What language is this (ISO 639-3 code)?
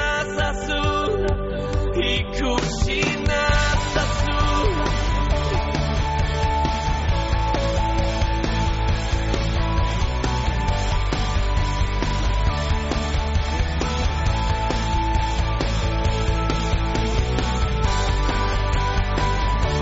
eus